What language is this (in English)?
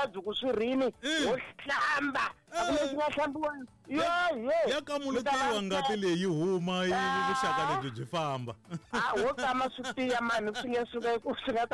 Tsonga